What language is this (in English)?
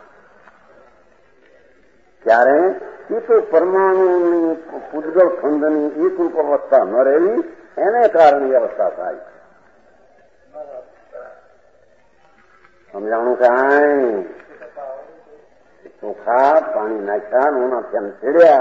Gujarati